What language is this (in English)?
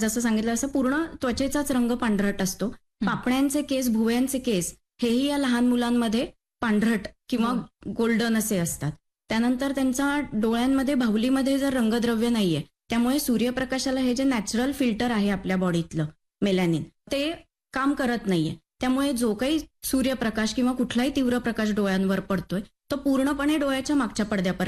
Marathi